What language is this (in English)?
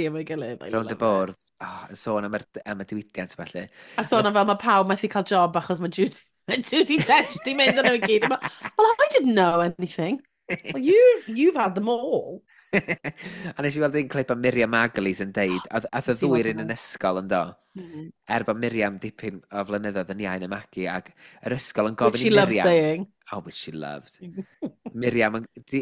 Welsh